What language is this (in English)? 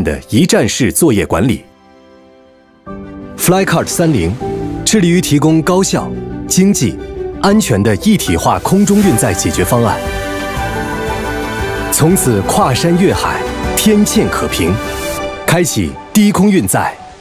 Chinese